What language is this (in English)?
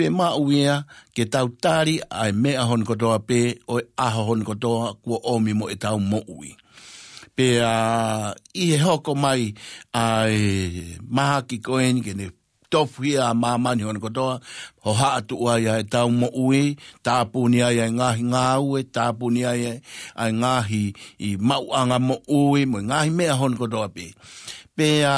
Tongan